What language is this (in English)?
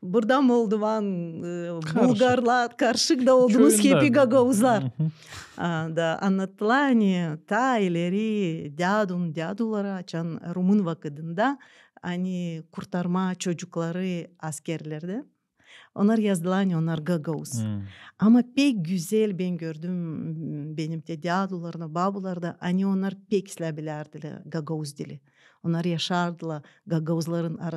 Gagauz